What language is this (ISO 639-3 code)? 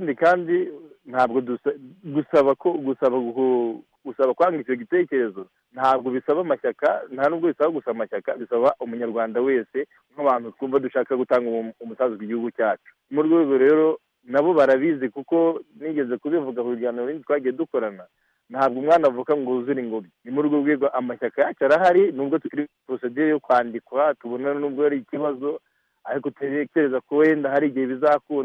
kin